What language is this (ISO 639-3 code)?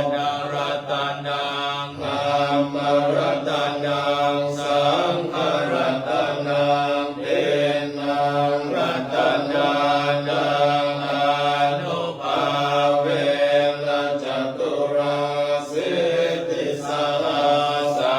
pli